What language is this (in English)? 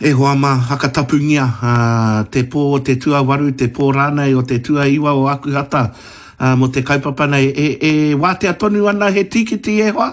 Māori